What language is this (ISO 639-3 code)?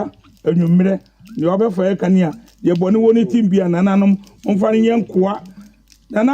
aka